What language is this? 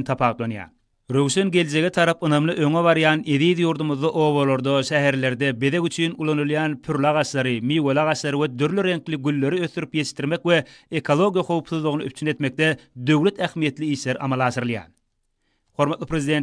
Turkmen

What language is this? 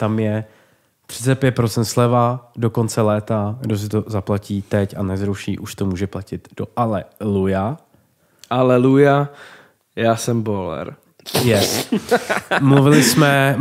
Czech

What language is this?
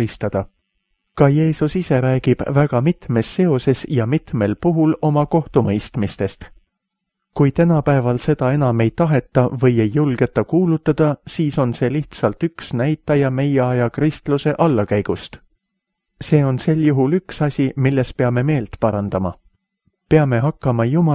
Estonian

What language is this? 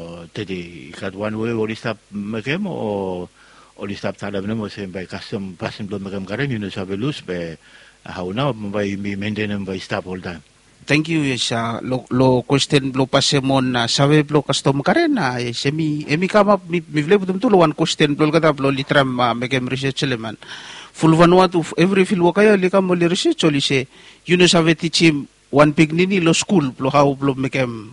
Bislama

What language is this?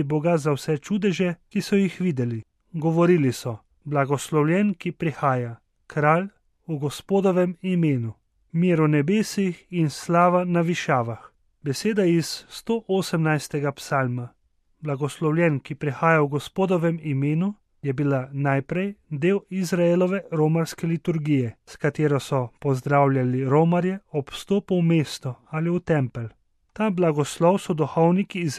Slovenian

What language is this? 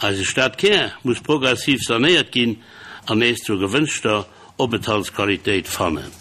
Luxembourgish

